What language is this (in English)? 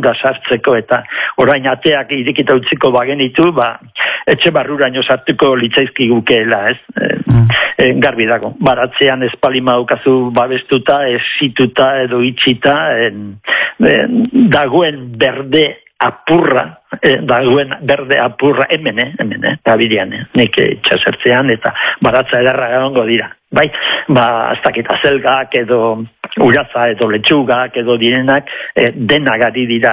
Basque